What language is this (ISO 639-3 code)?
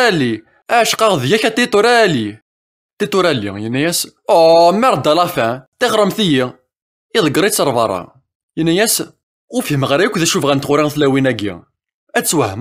kab